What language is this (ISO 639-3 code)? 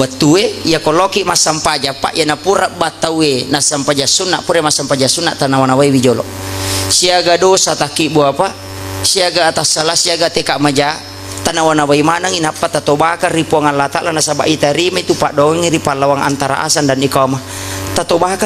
bug